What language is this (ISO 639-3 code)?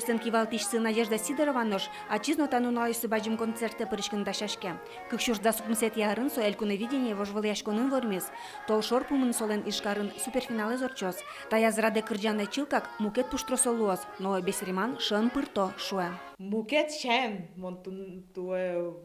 udm